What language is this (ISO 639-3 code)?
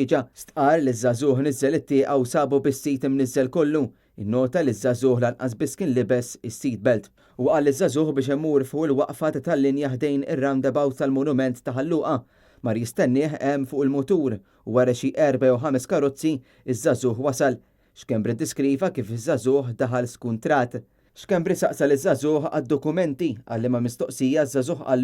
mlt